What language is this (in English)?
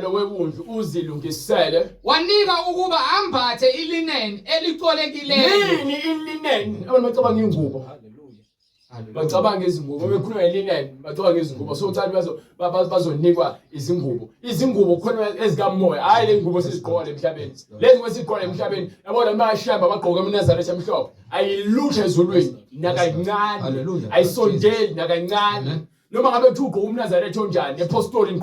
Zulu